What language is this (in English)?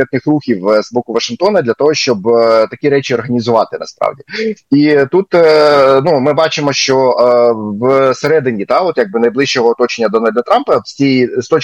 Ukrainian